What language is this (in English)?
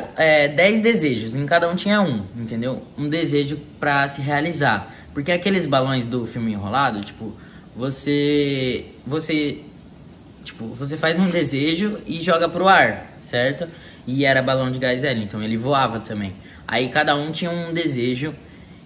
Portuguese